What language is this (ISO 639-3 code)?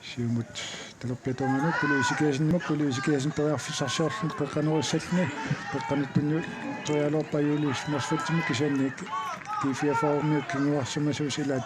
kal